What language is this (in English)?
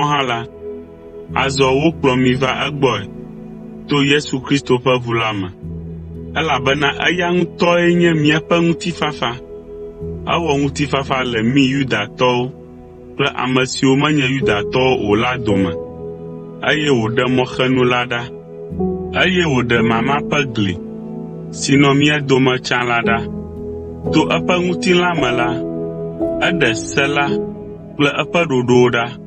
Ewe